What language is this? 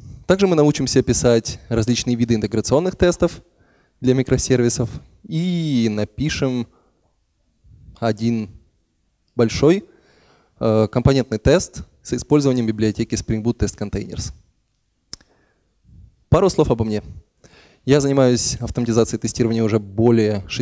Russian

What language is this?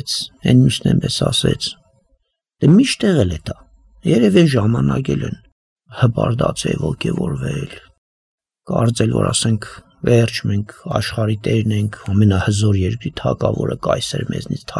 Armenian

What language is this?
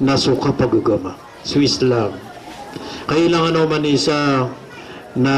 Maranao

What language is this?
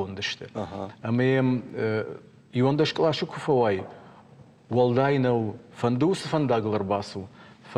Ossetic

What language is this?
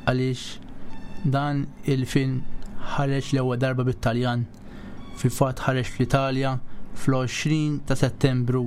Maltese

